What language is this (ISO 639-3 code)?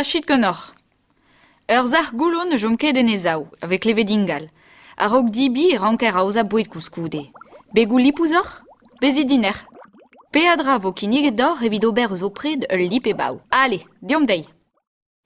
bre